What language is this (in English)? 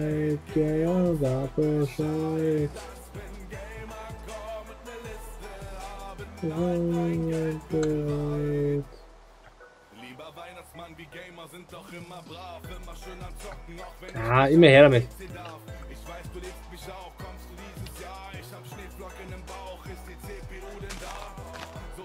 German